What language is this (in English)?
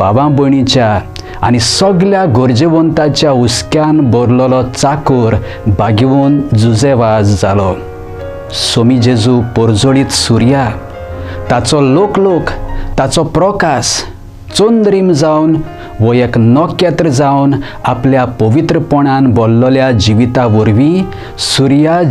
Konkani